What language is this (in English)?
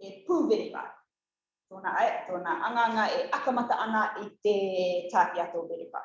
Rarotongan